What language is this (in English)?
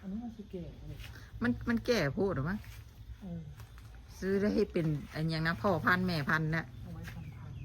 Northeastern Thai